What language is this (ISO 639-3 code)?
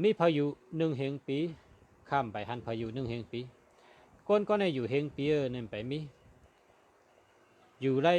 shn